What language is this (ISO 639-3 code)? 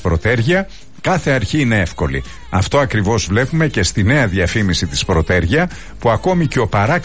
ell